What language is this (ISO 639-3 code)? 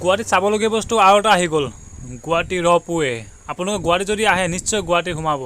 asm